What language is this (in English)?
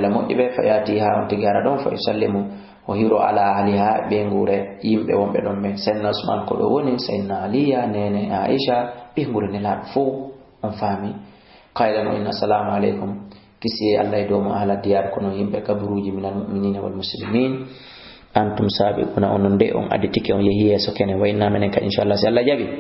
Fula